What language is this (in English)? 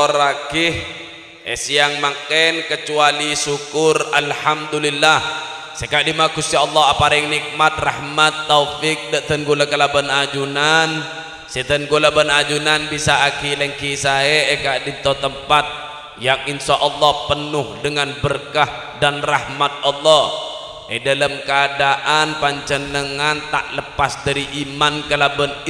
Madurese